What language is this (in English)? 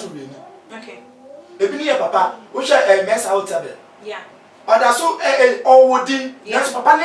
Akan